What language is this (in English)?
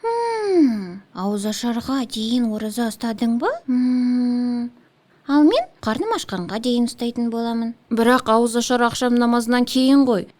Kazakh